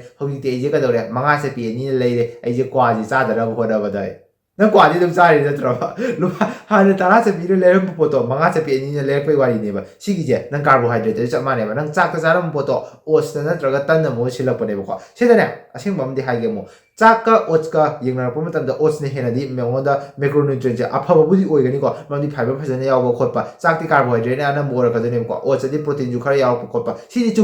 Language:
Manipuri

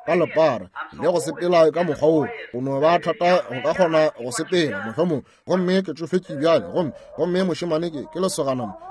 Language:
Northern Sotho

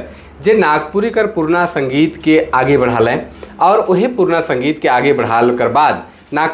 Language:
Sadri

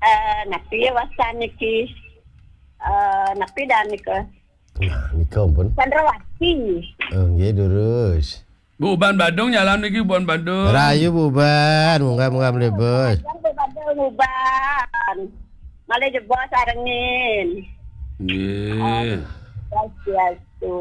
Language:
Balinese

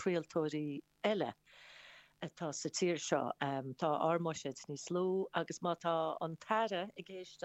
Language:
Irish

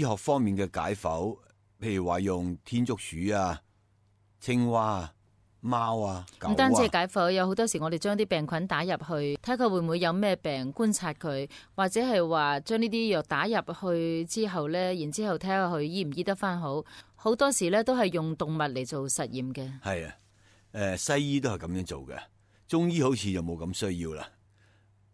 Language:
Cantonese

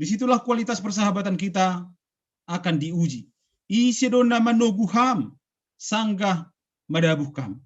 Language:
Batak Simalungun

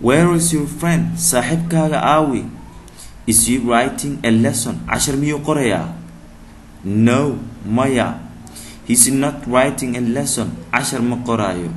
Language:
Somali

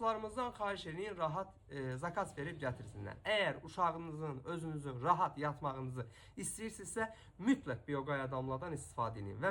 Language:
Azerbaijani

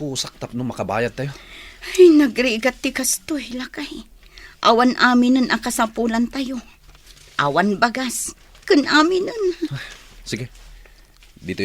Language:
Iloko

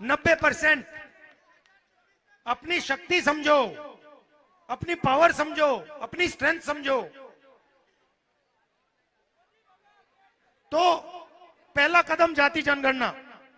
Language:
Hindi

